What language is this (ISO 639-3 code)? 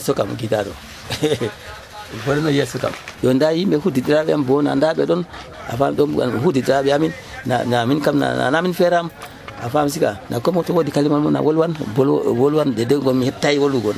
fuv